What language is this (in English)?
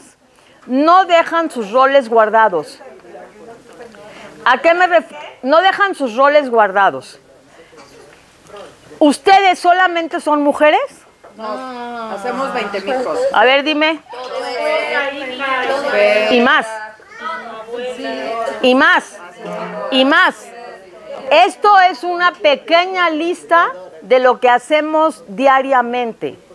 Spanish